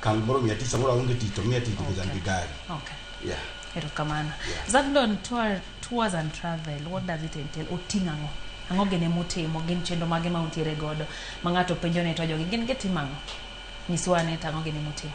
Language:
Luo (Kenya and Tanzania)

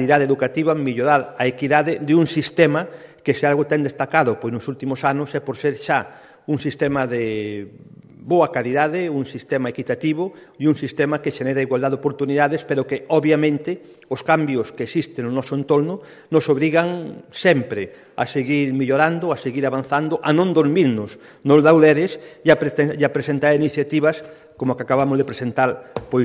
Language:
Galician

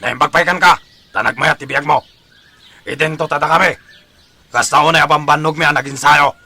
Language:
Iloko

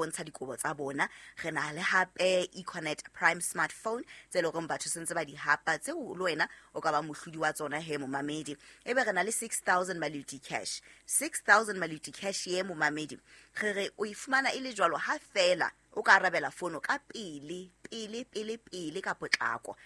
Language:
Southern Sotho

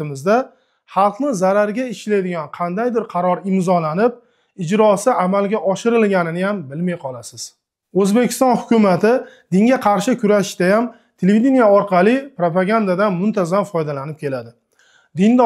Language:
Uzbek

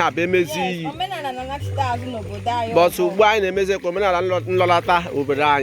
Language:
Igbo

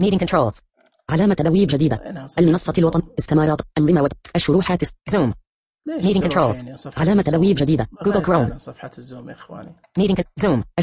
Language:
Najdi Arabic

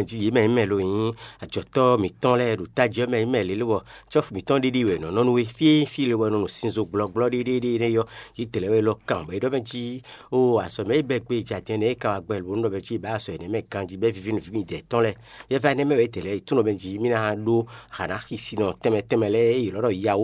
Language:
Fon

